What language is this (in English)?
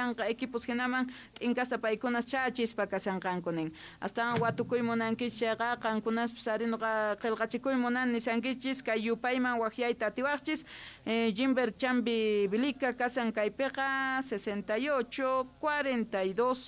South Bolivian Quechua